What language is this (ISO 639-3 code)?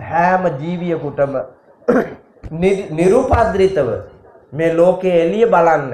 sin